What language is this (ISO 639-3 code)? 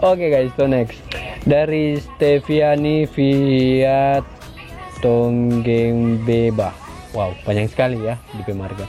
xmm